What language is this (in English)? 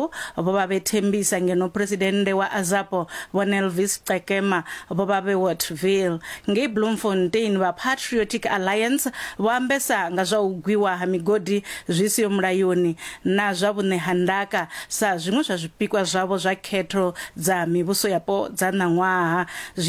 Venda